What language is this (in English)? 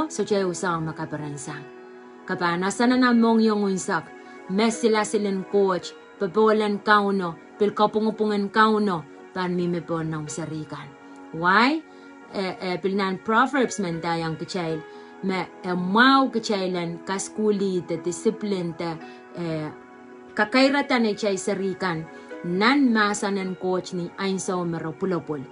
Pohnpeian